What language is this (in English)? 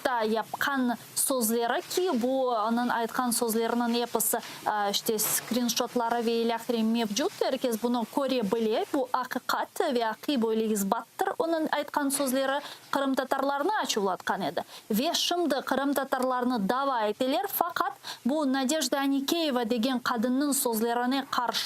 Crimean Tatar